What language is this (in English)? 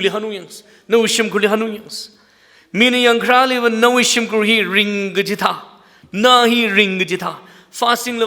Tangkhul Naga (India)